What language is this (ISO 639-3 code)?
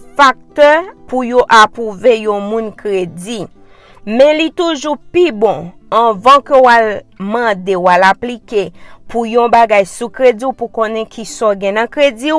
hat